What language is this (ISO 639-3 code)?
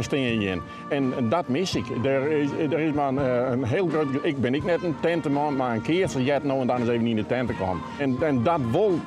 fry